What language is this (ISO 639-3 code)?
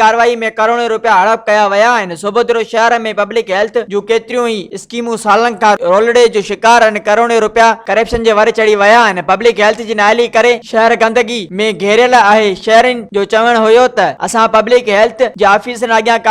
snd